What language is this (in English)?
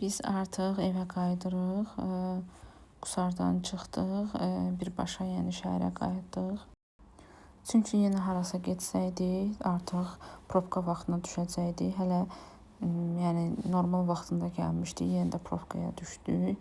Azerbaijani